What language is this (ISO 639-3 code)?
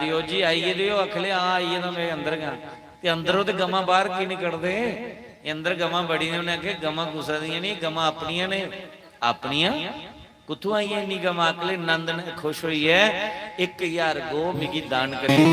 doi